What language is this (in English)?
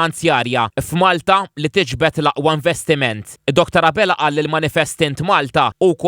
Maltese